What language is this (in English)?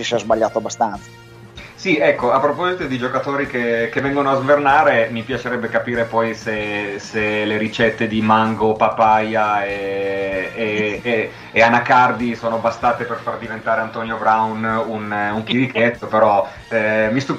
Italian